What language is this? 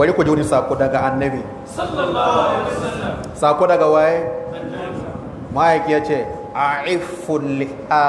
Hausa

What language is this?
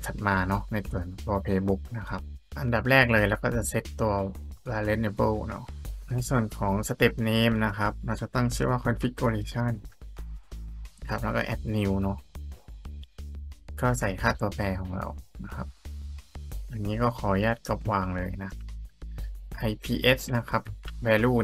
Thai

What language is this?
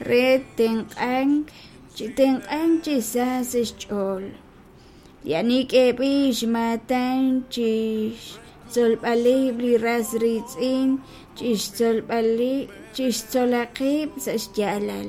Kekchí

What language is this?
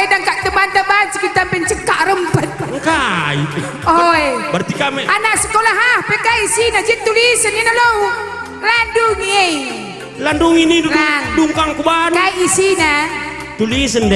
Batak Karo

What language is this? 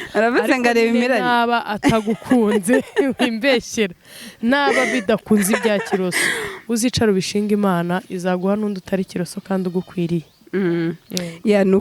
Kinyarwanda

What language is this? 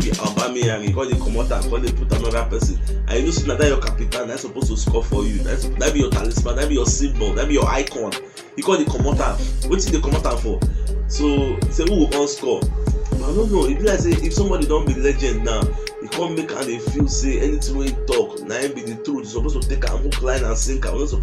Nigerian Pidgin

